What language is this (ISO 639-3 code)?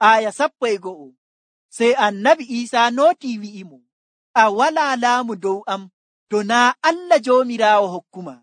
fuv